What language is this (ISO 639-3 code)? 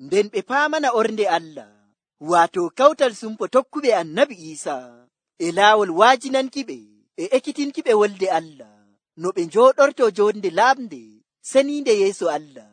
fuv